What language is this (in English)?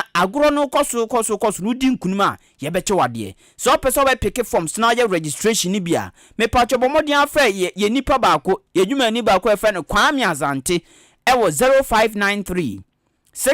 Akan